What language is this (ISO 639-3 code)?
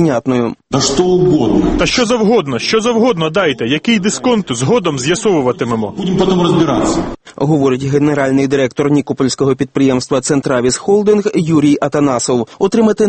ukr